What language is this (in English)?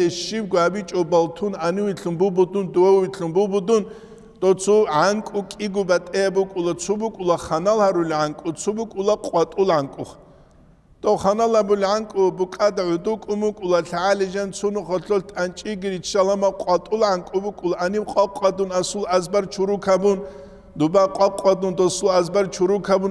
Avaric